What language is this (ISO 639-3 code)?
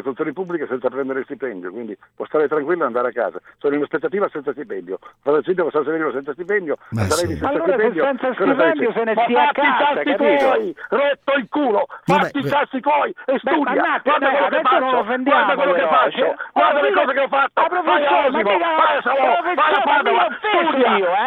ita